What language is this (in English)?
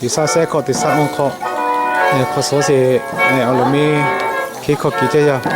Lahu